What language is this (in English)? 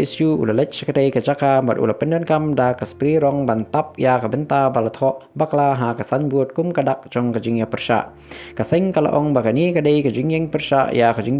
Khasi